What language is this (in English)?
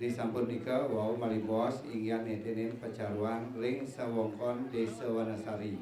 Balinese